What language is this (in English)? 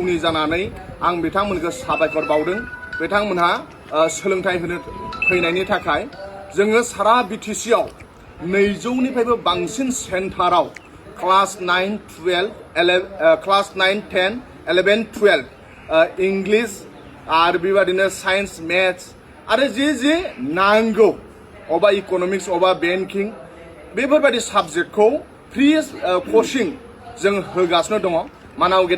Bodo